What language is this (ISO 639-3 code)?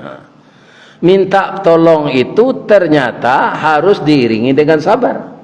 min